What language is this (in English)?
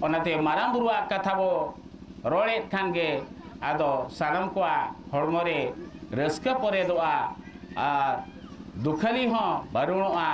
Santali